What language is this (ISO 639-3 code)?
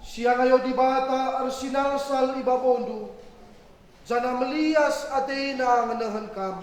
btx